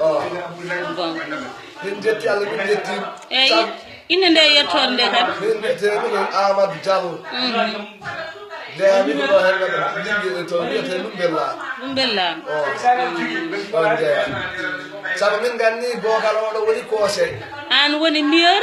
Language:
Fula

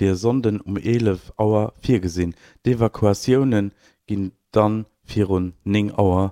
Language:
Luxembourgish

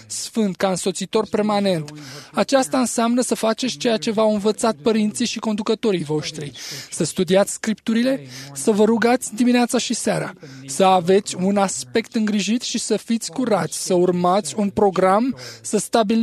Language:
Romanian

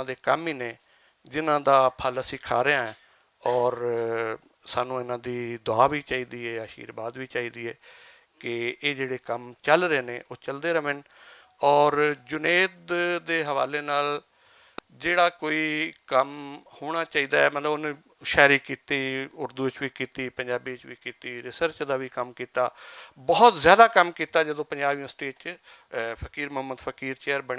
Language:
Western Panjabi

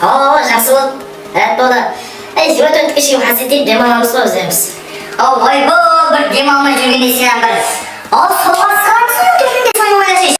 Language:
Kara-Kalpak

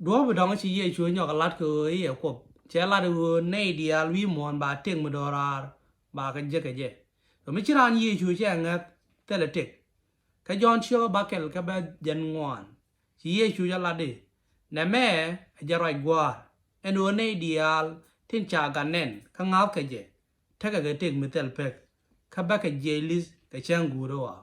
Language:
Nuer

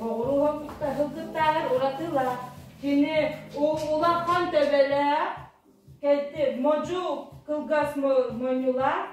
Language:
Yakut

